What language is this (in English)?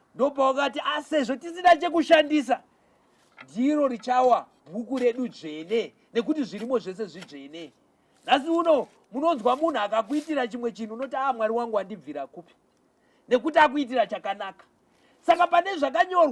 Shona